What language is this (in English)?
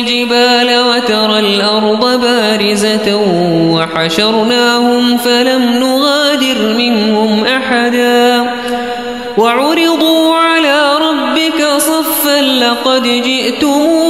Arabic